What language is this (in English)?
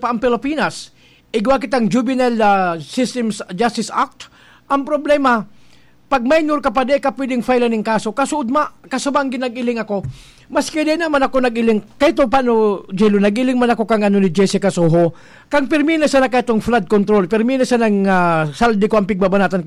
Bikol